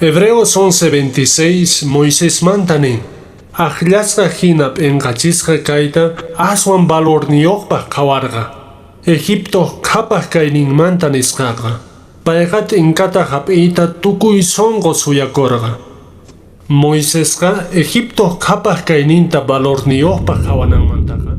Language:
Quechua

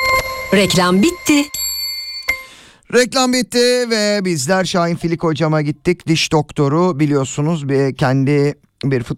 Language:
Turkish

